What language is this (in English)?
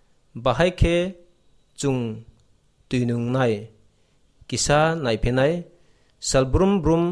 Kok Borok